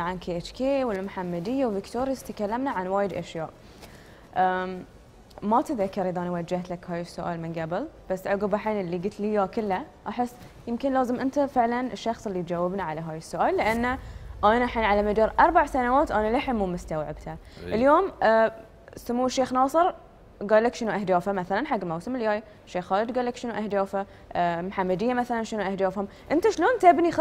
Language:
Gulf Arabic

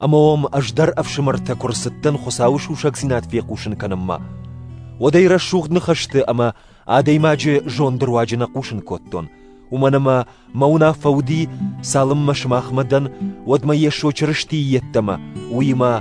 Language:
Ossetic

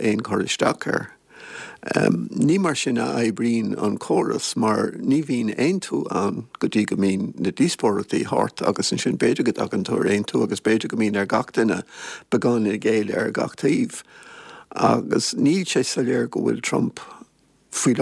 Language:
Irish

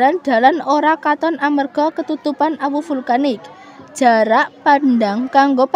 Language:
Javanese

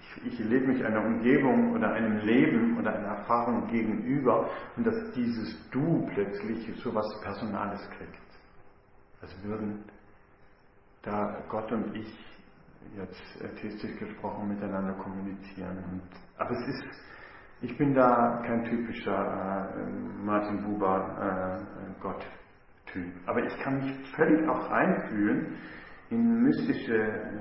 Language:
German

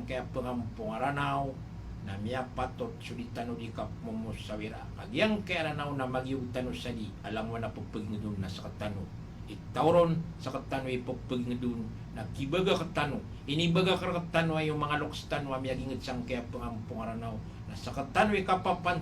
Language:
Maranao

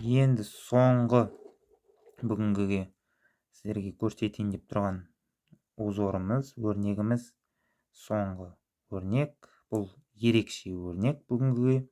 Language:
Kazakh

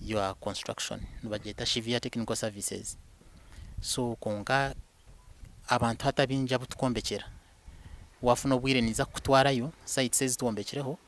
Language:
Nyankole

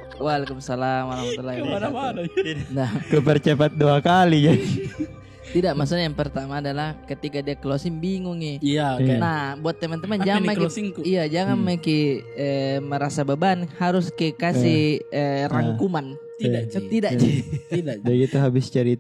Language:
Makassar Malay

